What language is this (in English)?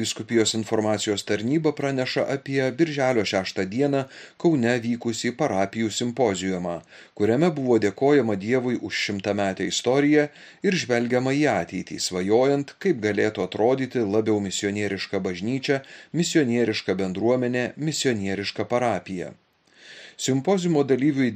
Lithuanian